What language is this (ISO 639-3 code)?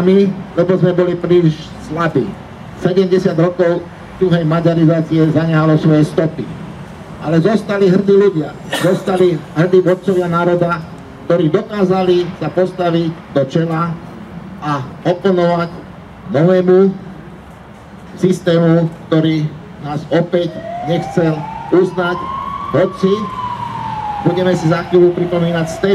slk